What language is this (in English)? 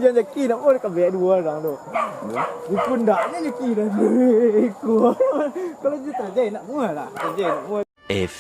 Minangkabau